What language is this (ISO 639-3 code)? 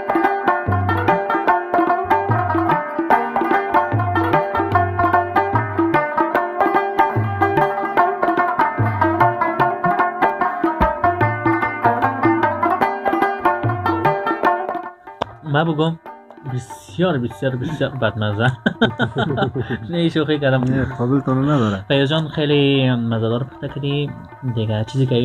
fas